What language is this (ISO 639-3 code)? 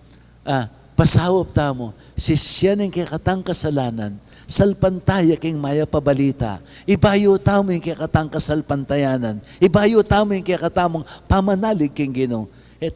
pam